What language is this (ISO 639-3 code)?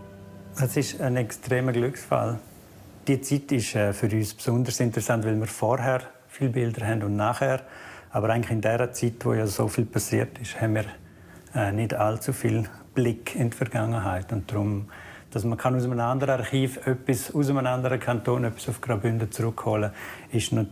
roh